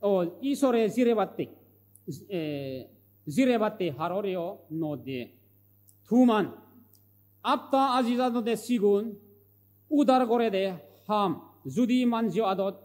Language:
Chakma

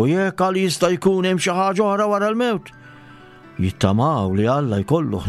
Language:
Maltese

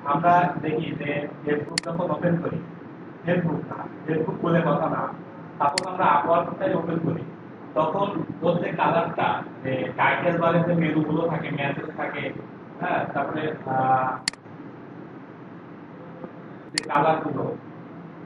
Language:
Bangla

